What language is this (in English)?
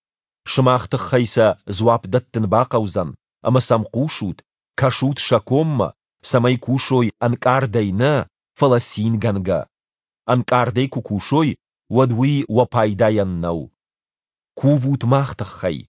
Ossetic